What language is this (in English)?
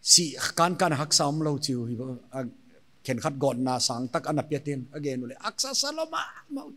Paite Chin